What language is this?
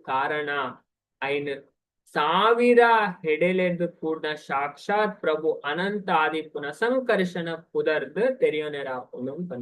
Tulu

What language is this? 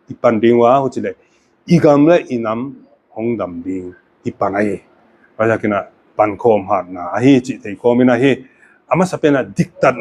Paite Chin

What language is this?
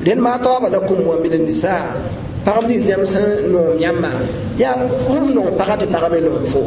Mossi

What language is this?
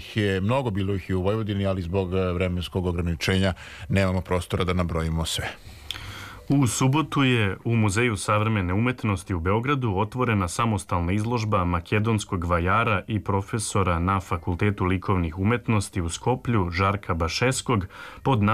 Serbian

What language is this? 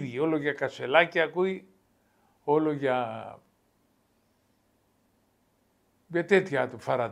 Greek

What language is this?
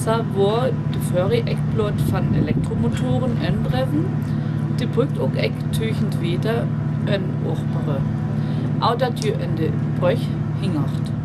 Northern Frisian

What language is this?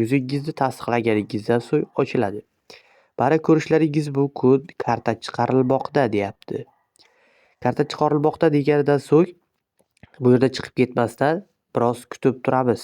Uzbek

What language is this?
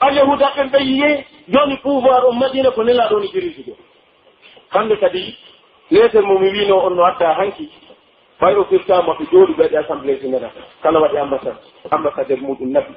Pular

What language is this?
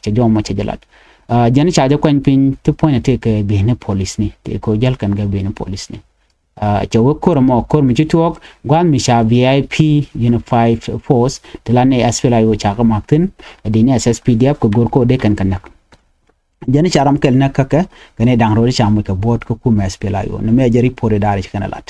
Nuer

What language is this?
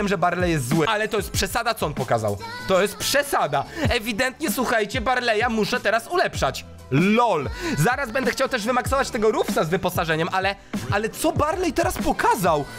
Polish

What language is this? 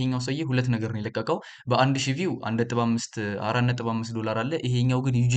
Amharic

